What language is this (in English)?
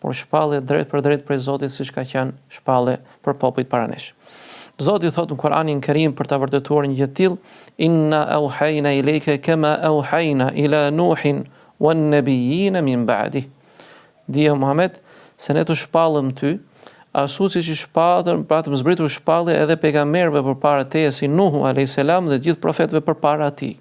Albanian